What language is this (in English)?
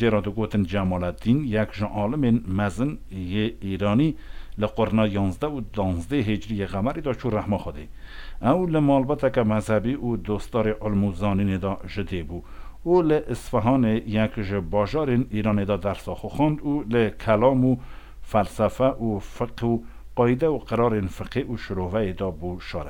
Kurdish